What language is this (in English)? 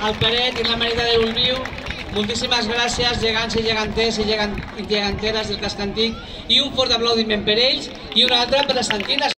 Catalan